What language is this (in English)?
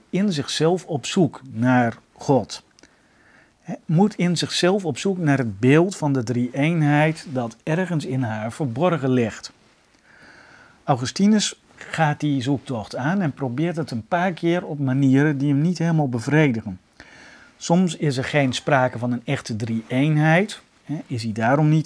Dutch